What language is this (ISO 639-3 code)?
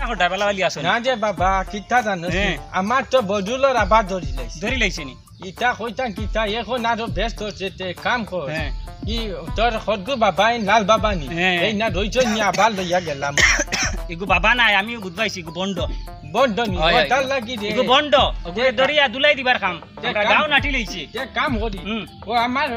syl